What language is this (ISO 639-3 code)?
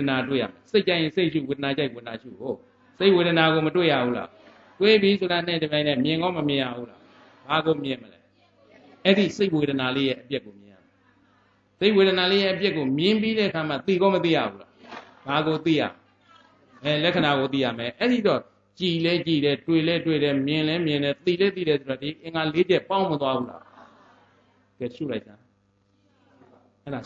mya